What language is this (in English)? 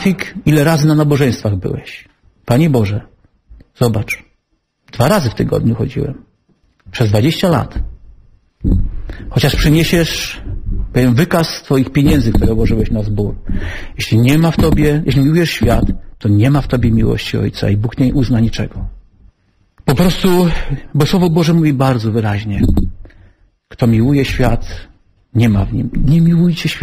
Polish